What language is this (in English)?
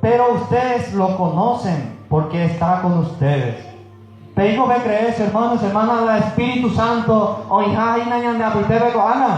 Guarani